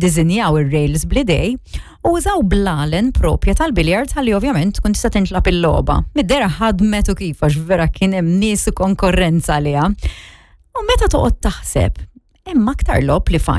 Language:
Maltese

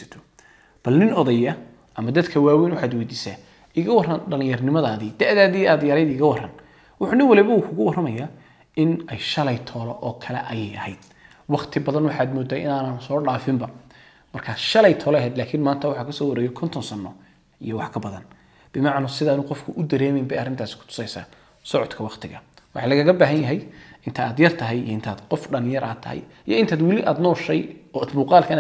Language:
Somali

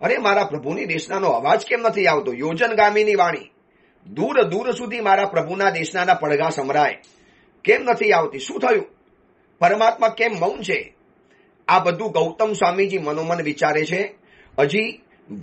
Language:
Gujarati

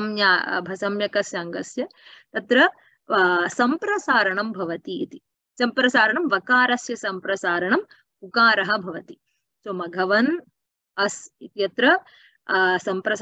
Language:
Sanskrit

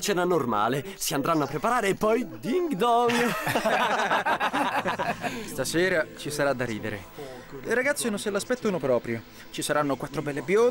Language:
Italian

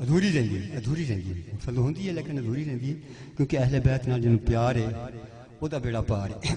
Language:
Saraiki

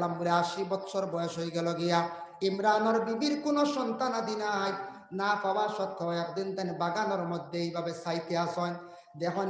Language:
Sylheti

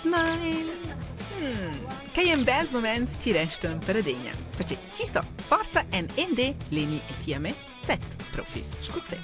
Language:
Romansh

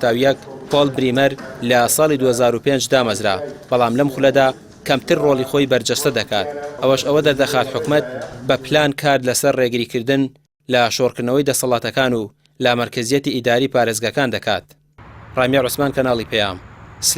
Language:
Central Kurdish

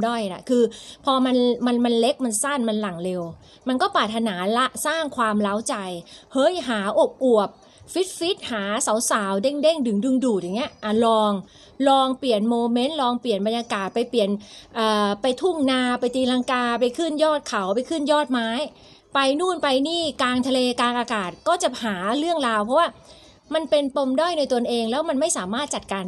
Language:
Thai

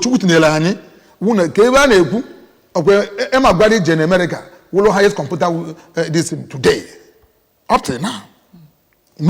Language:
Igbo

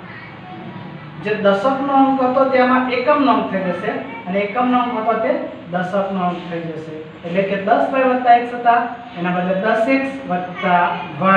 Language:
Gujarati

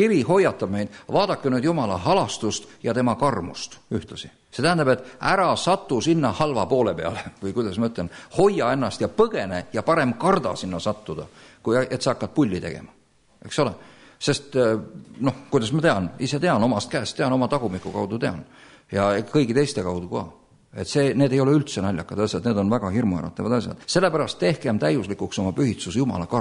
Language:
Estonian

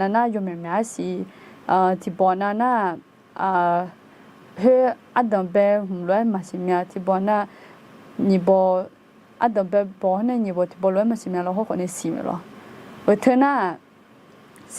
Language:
Akha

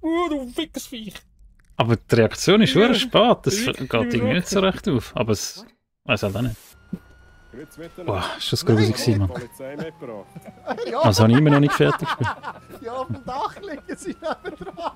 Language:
Swiss German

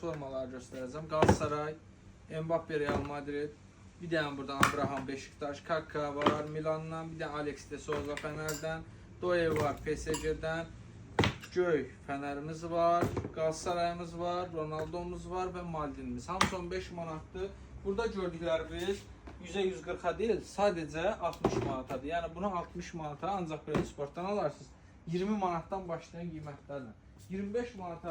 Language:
Azerbaijani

